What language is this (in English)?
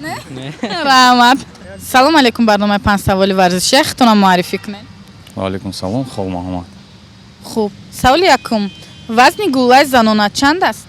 Tajik